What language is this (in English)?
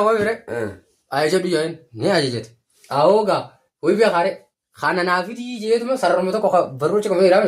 Oromo